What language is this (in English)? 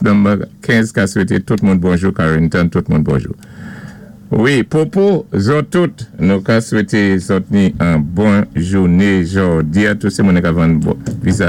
Saint Lucian Creole French